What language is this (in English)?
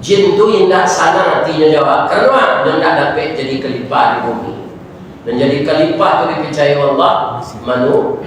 Minangkabau